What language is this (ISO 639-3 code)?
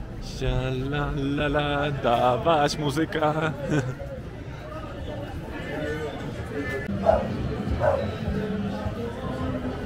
pol